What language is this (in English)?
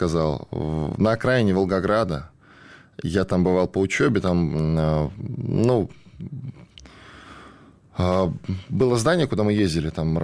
Russian